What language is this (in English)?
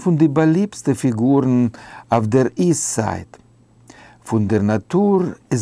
Yiddish